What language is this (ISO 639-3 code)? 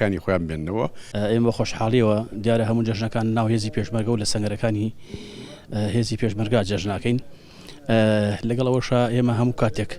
ckb